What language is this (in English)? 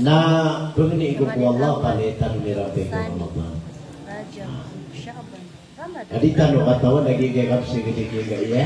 Maranao